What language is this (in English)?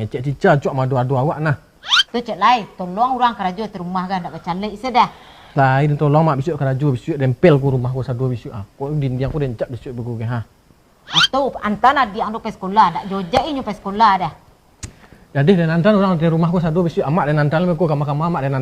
Minangkabau